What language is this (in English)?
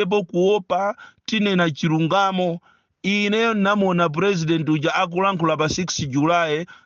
Nyanja